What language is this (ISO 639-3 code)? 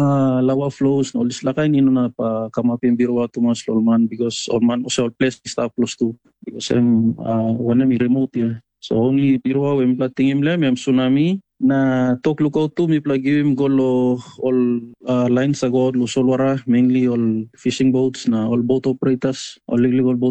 tpi